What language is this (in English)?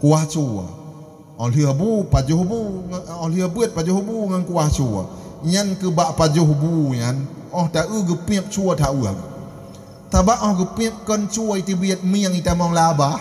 Achinese